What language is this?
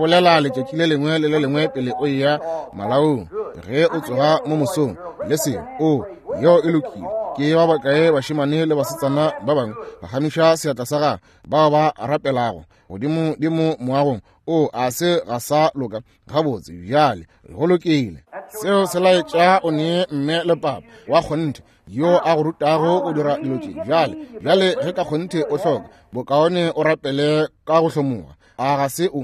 Northern Sotho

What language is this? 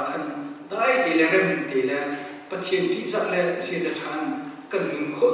Hakha Chin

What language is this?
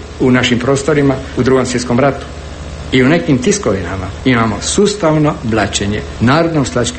Croatian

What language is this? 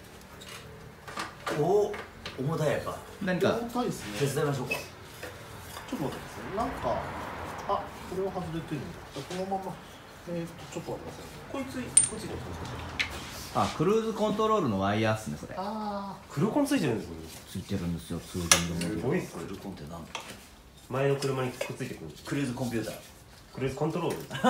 Japanese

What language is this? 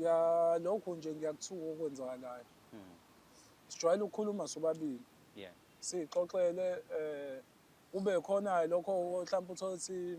Zulu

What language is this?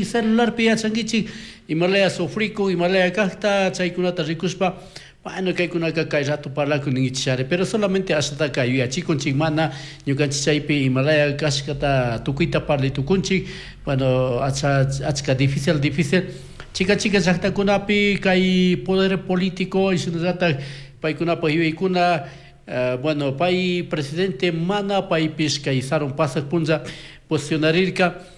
Chimborazo Highland Quichua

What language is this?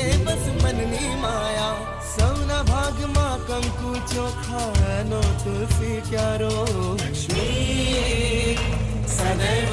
Gujarati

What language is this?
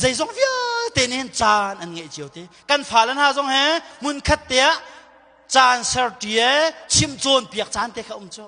Hakha Chin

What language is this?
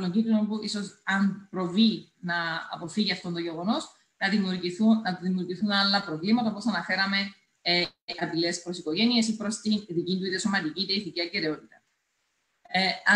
Greek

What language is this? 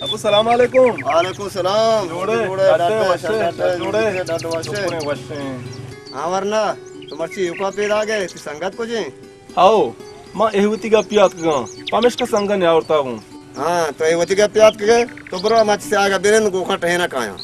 Baluchi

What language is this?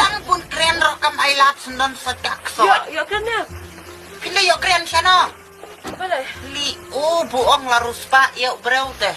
Khasi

